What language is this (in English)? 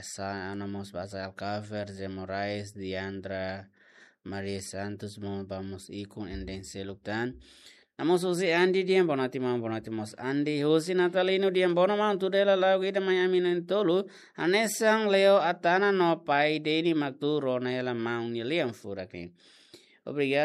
Tetum